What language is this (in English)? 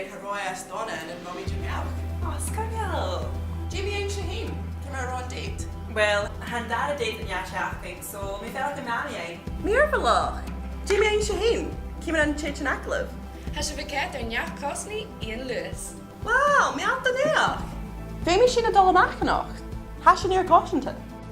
Scottish Gaelic